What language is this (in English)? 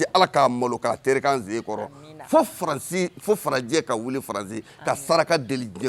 Bambara